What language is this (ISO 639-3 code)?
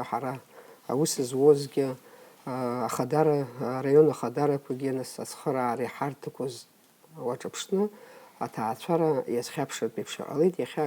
abk